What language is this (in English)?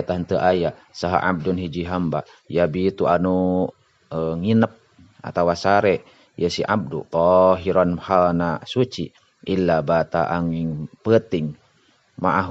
Sundanese